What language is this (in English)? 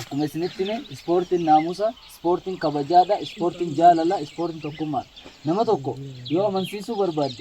Oromo